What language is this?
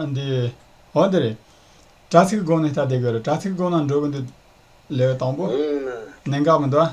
Tibetan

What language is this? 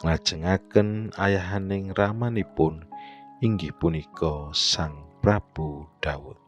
Javanese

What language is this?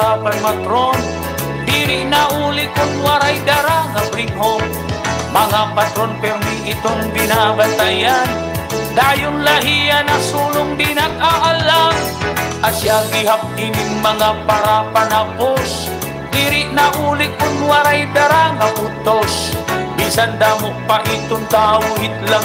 Waray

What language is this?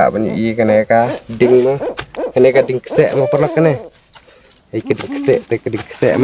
Khasi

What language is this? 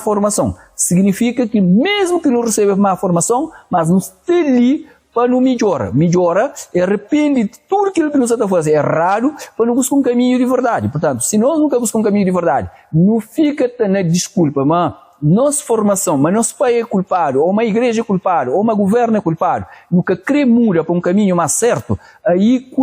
Kabuverdianu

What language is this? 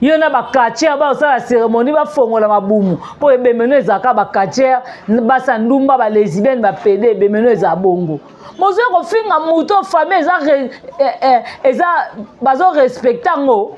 Lingala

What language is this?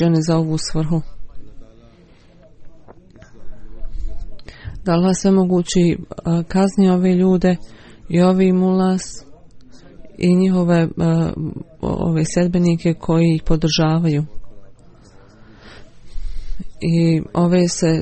Bosnian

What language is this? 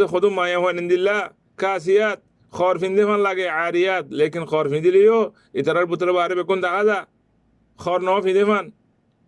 Rohingya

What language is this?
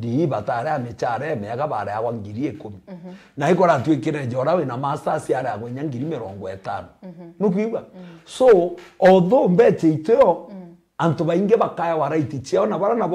Meru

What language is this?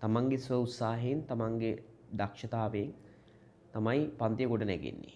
Sinhala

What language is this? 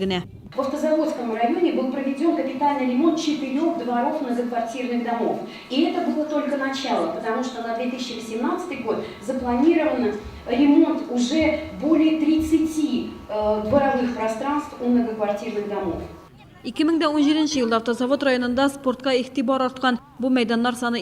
Tatar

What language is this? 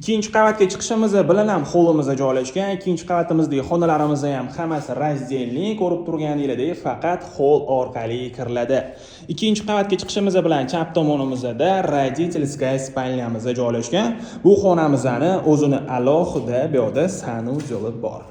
Uzbek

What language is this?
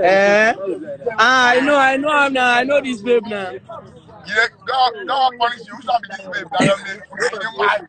Nigerian Pidgin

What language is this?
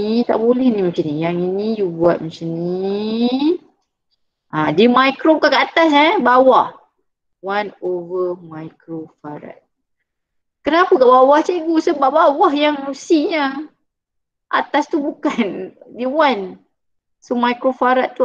Malay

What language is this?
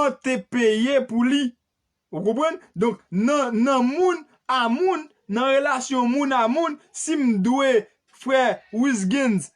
Haitian Creole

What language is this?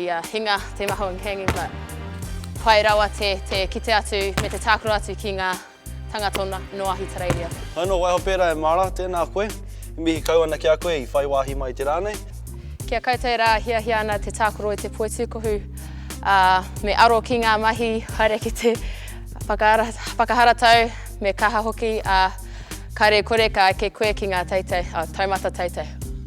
Māori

